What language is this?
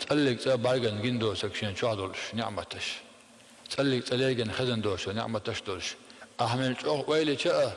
Chechen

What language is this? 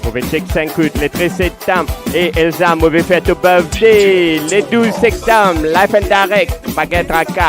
Morisyen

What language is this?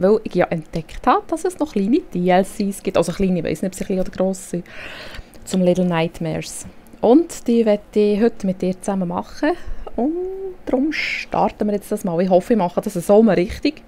Swiss German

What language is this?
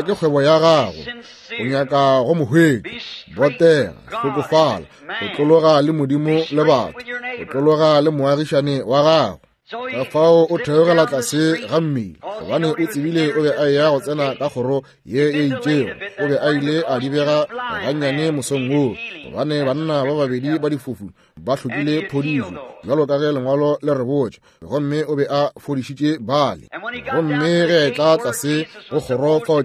Northern Sotho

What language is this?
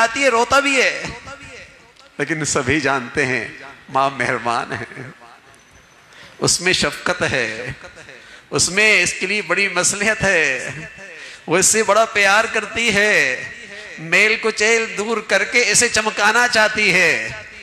Urdu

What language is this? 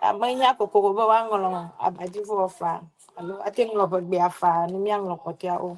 Ewe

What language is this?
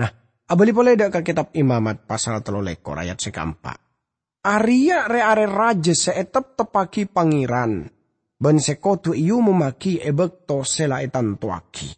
Madurese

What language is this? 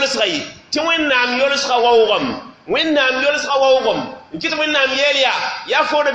Mossi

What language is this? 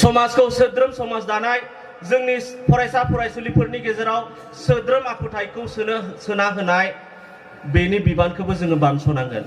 Bodo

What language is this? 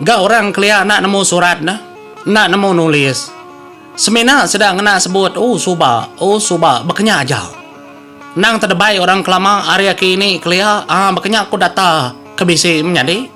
Iban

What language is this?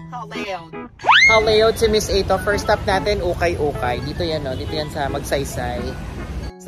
Filipino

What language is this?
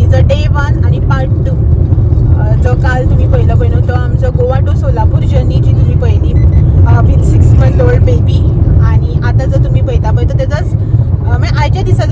Konkani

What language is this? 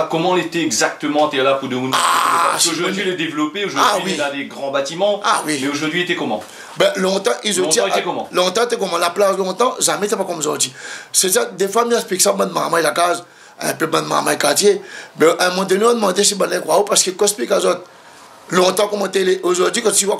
Réunion Creole French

